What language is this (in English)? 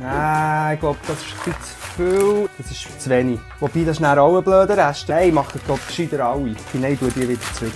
Swiss German